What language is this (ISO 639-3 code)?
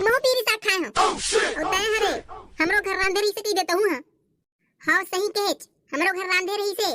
hne